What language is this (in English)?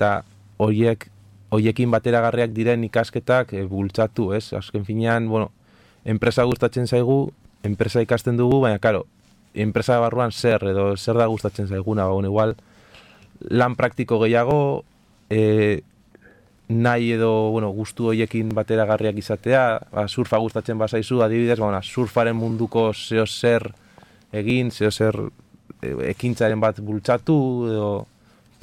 Basque